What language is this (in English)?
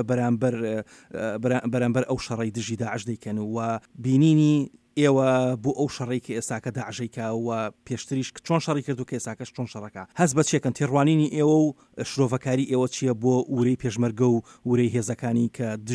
Central Kurdish